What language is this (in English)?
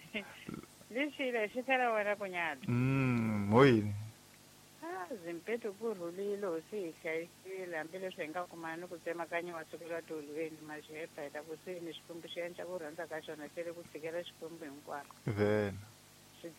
Tsonga